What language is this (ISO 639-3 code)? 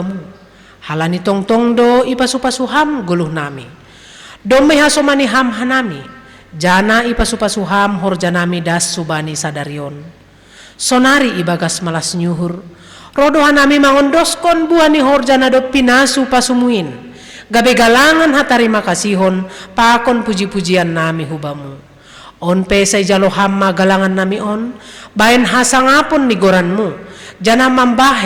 bts